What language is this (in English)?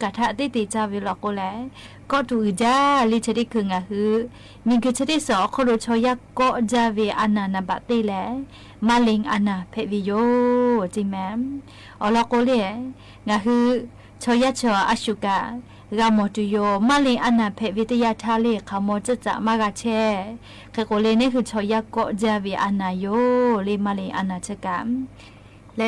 Lahu